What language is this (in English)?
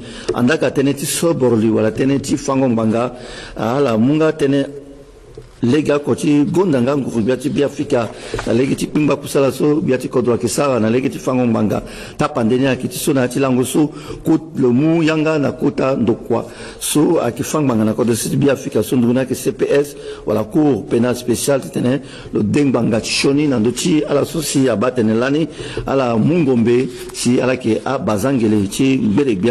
Sango